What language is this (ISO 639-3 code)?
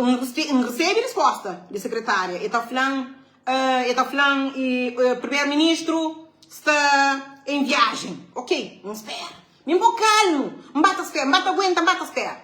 kea